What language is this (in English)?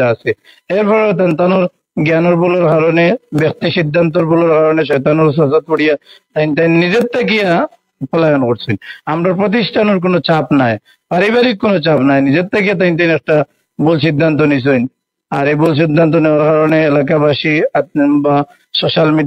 Sylheti